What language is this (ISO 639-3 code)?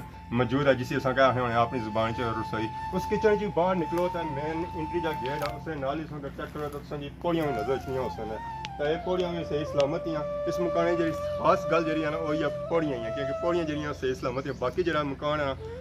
phr